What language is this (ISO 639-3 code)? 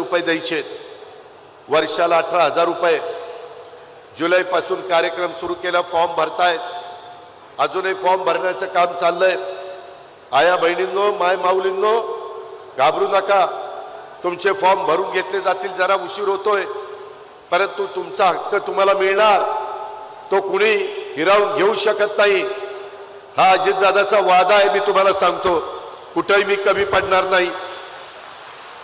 mar